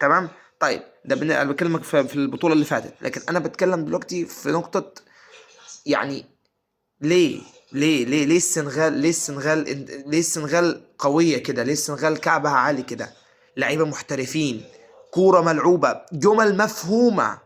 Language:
Egyptian Arabic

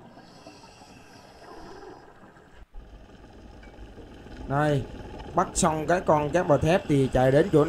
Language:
Vietnamese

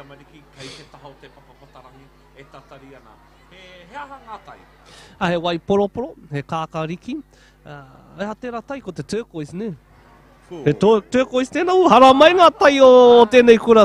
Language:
Māori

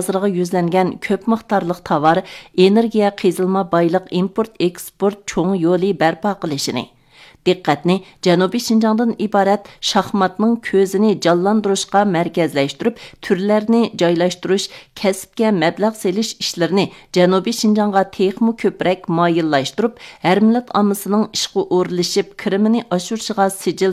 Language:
Uyghur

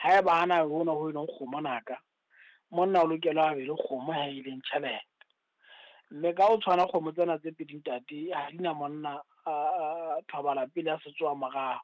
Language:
Southern Sotho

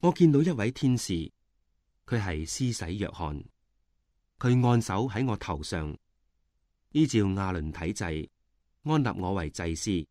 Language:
Cantonese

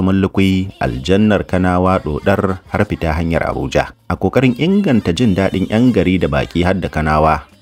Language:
Hausa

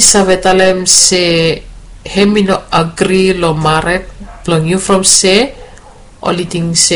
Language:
Bislama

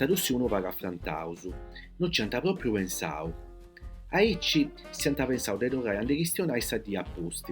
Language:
Sardinian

